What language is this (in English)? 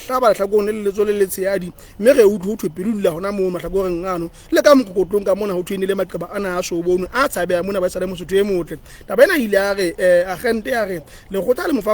Southern Sotho